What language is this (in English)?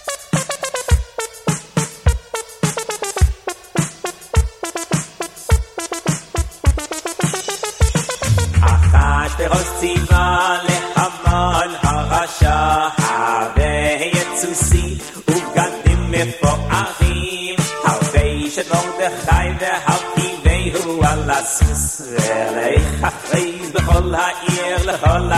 Hebrew